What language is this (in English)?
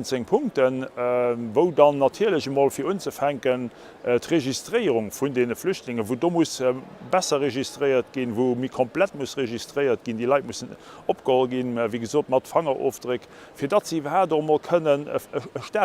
Luxembourgish